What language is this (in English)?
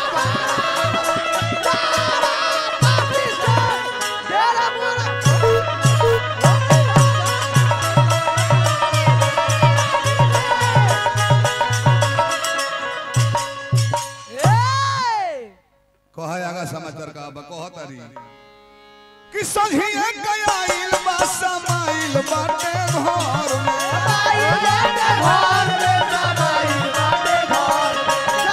Bhojpuri